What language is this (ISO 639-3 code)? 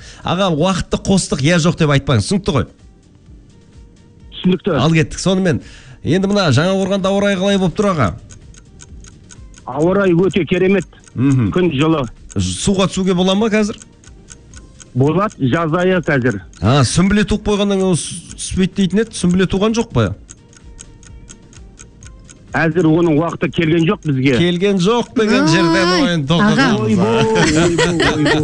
kaz